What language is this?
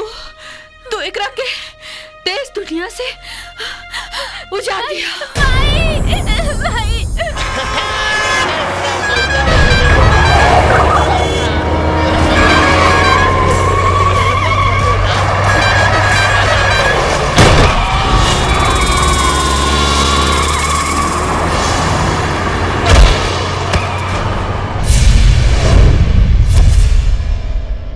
Bhojpuri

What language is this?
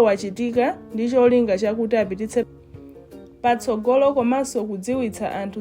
Nyanja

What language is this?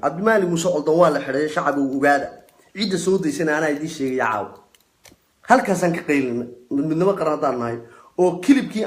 Somali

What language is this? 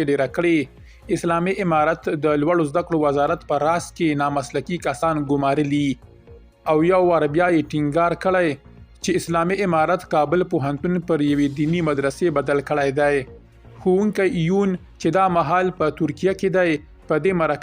Pashto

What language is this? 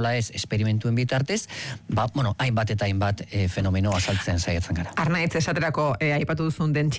Basque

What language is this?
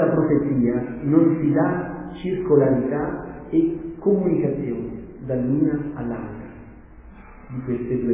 Italian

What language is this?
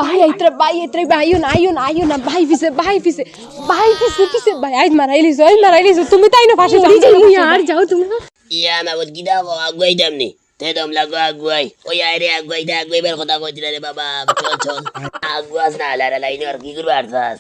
Sylheti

